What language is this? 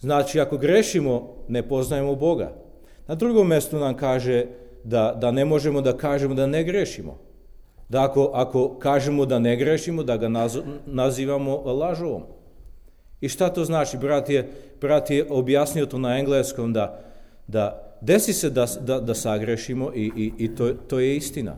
Serbian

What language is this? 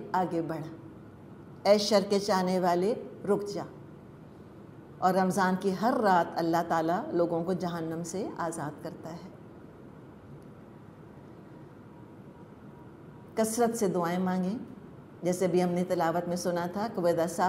Urdu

